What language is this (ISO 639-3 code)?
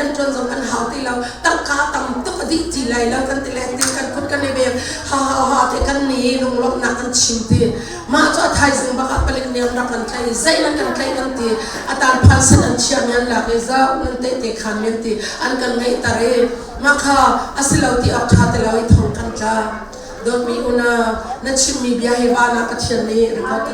cnh